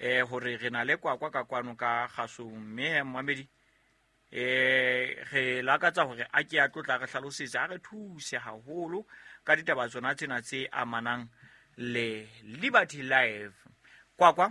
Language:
Southern Sotho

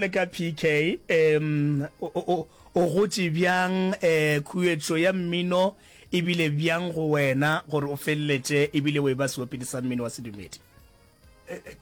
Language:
Northern Sotho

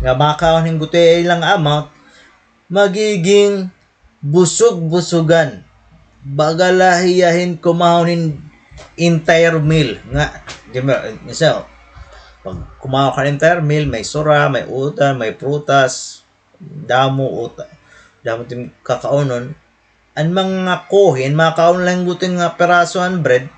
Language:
Waray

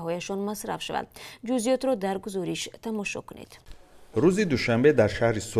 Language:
Tajik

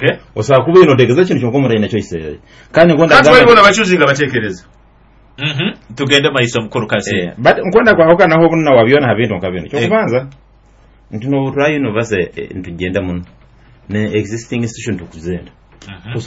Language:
Nyoro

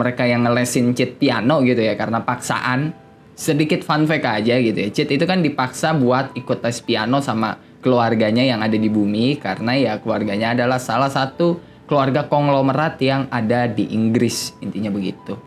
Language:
Indonesian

